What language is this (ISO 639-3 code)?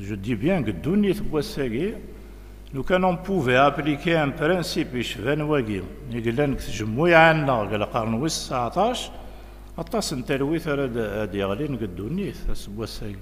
kab